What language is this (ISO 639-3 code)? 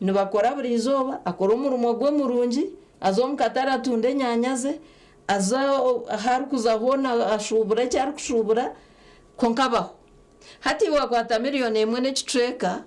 nyn